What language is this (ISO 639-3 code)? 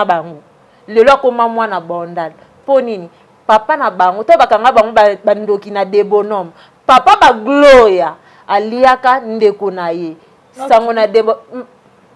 lin